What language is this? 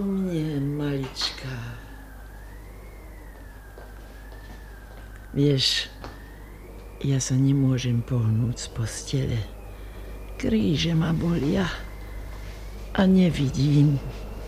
Slovak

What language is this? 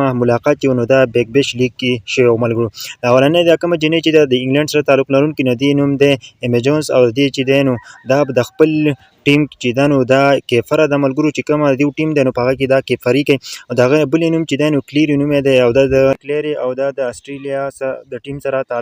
Pashto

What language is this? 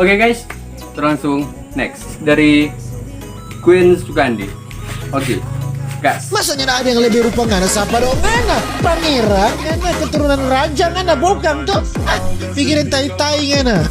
Manado Malay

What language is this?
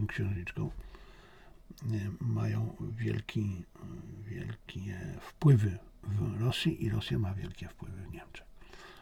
Polish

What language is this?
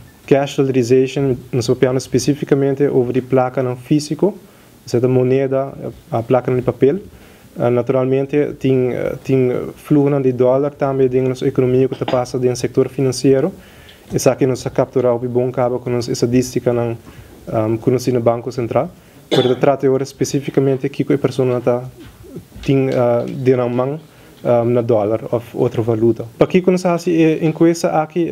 Papiamento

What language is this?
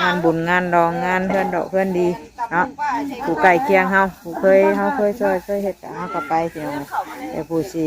Northeastern Thai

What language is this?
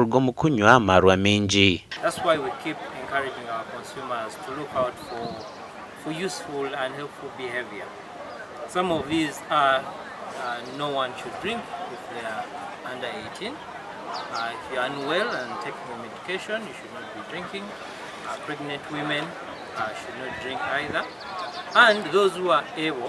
Nyankole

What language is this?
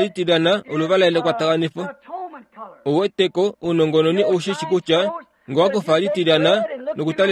Kuanyama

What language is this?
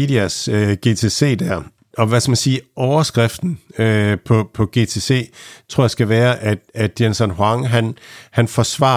Danish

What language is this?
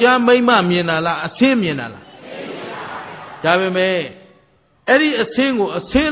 Burmese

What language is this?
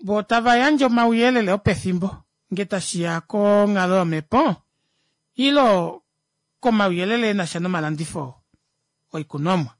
Kuanyama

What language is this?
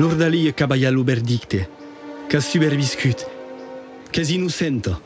Occitan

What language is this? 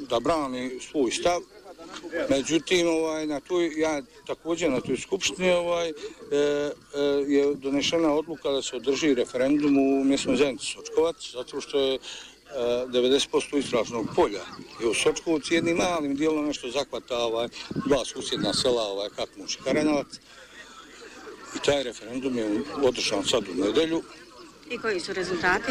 Bosnian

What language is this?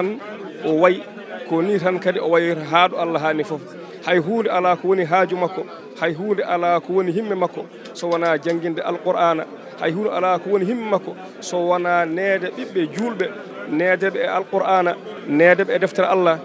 Fula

